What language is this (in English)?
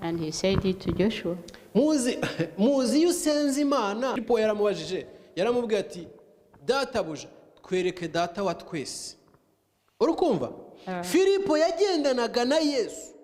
Kinyarwanda